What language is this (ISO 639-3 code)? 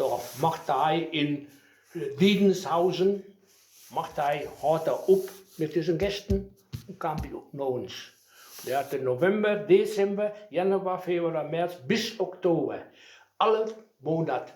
wep